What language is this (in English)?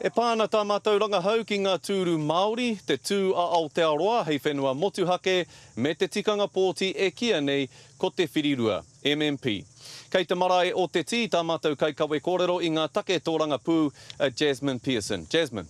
Māori